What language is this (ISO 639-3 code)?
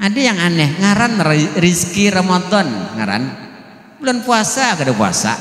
bjn